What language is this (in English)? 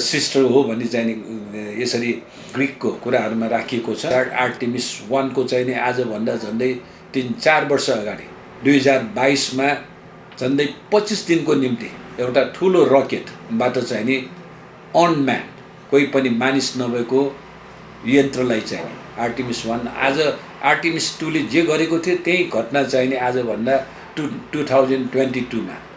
Nepali